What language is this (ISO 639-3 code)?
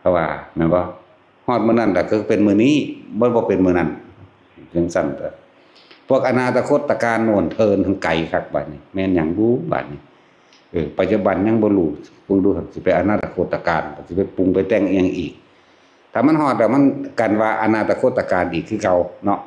tts